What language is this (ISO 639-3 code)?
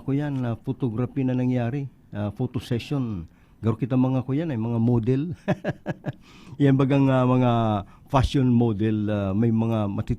bik